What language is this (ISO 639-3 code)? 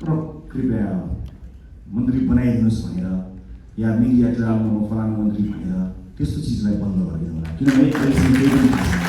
nep